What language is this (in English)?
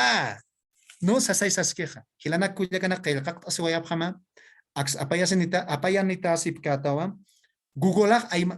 Aymara